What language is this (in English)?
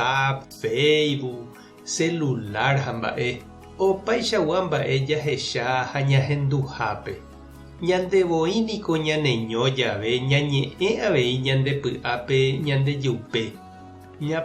Guarani